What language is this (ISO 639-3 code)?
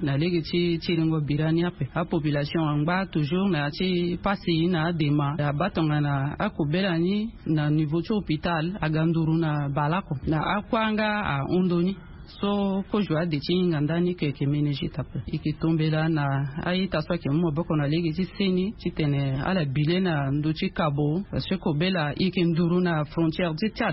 sag